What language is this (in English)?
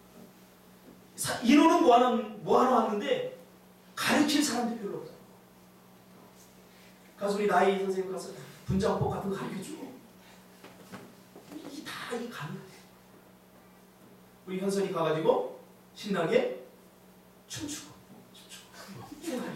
Korean